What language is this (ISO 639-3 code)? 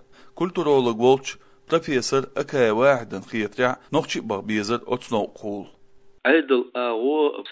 che